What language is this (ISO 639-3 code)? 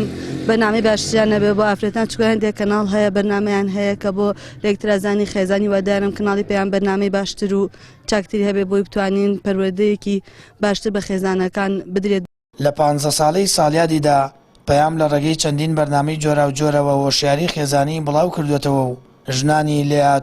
ckb